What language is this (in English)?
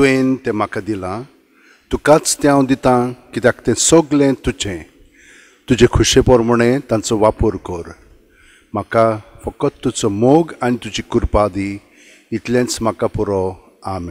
Konkani